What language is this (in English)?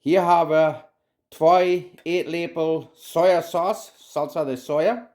Plautdietsch